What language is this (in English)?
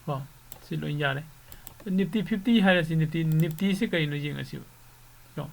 Manipuri